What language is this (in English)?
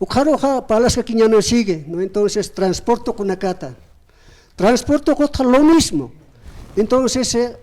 Aymara